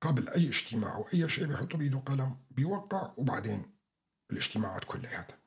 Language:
North Levantine Arabic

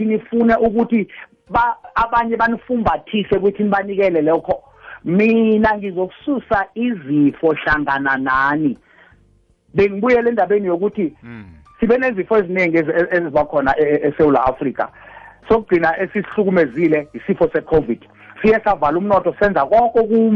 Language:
South Ndebele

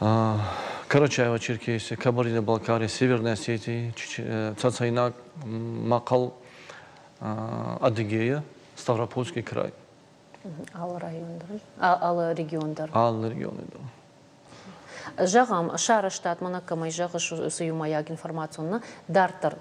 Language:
Ossetic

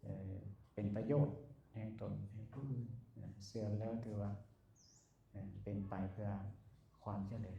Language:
Lao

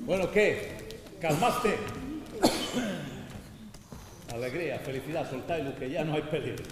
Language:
Asturian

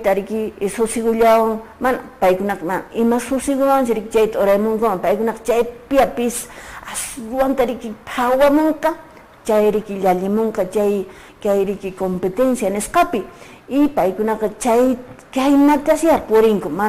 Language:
Quechua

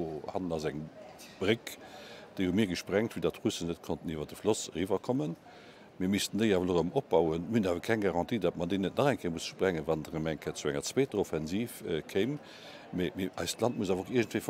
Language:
Luxembourgish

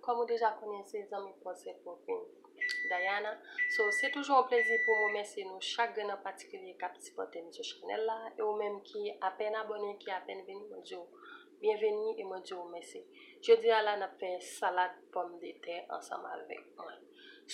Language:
Haitian Creole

